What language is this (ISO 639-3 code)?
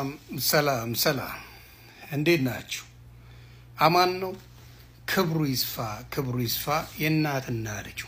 amh